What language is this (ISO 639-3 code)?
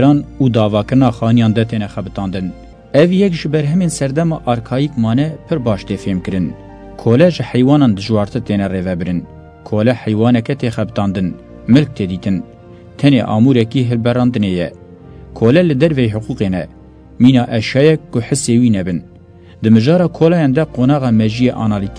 kur